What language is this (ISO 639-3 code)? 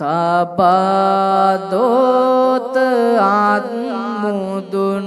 sin